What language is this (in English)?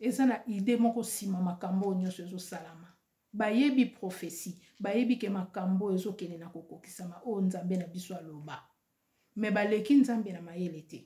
Lingala